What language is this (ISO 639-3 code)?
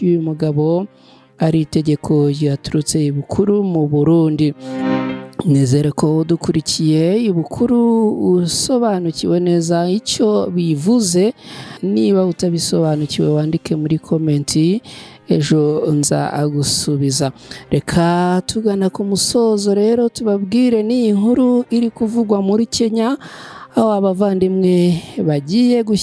kin